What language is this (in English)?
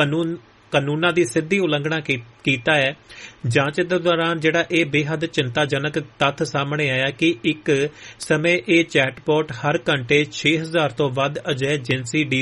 Punjabi